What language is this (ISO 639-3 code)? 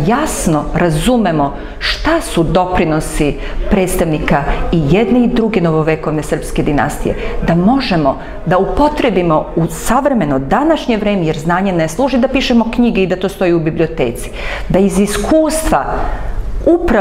srp